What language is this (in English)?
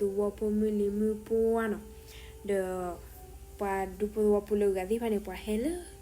S'gaw Karen